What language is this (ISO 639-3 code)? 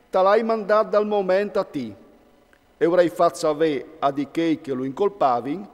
fur